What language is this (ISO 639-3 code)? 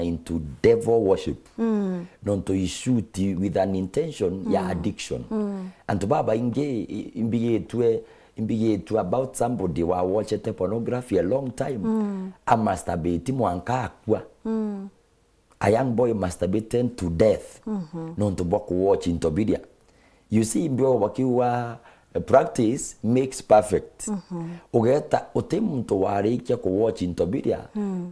mer